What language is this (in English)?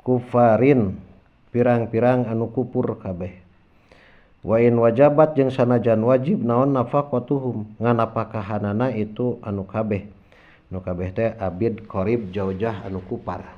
Sundanese